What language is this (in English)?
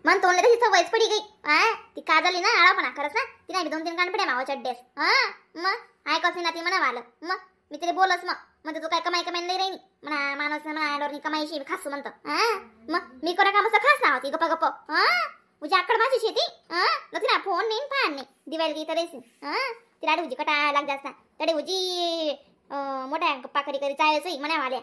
Khandesi